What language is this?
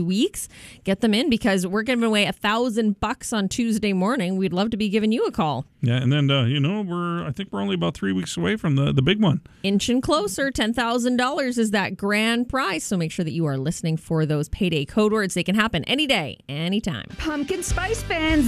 English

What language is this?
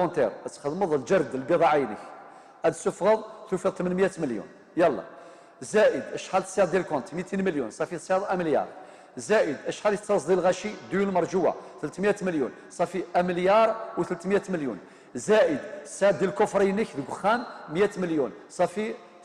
Kabyle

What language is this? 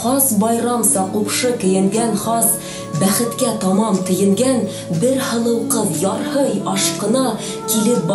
Bashkir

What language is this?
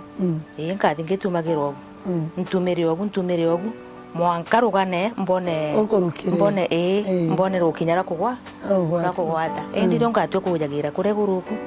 Meru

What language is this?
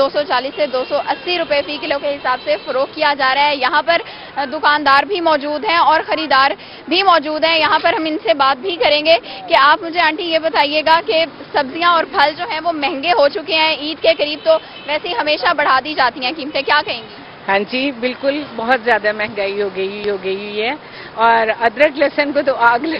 Urdu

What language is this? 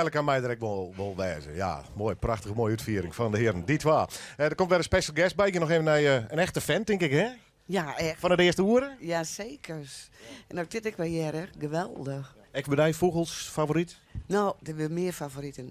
Western Frisian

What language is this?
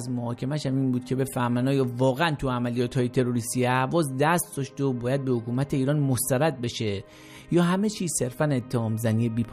Persian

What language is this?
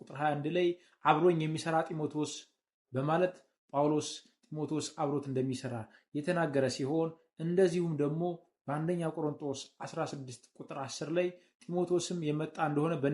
Amharic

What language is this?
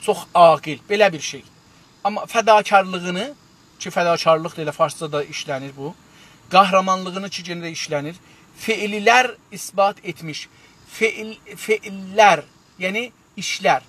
South Azerbaijani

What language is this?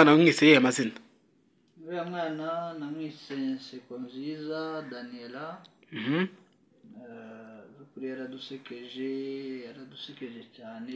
Kinyarwanda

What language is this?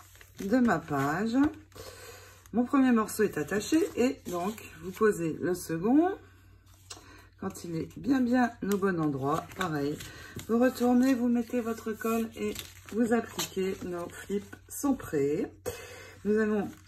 French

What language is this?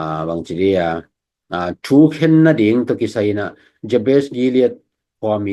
Tedim Chin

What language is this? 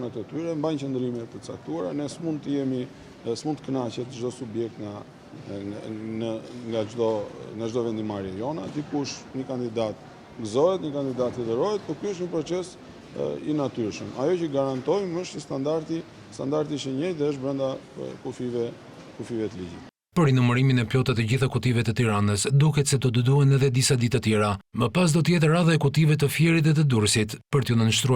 Albanian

